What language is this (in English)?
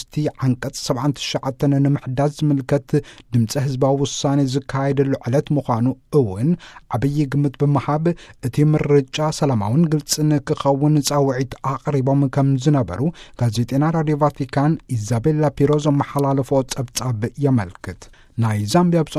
Tigrinya